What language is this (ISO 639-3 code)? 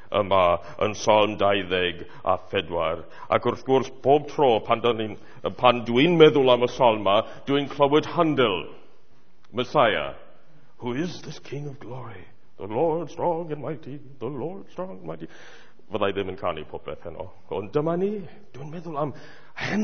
cym